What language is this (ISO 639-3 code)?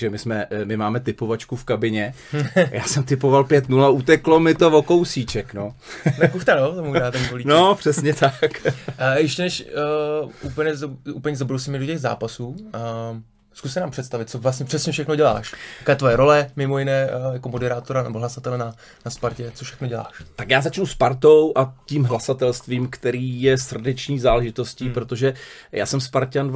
ces